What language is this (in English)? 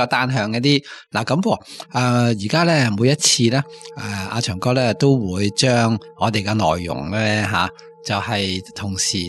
Cantonese